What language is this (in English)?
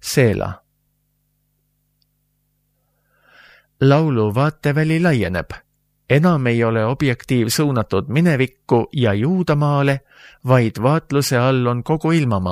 Estonian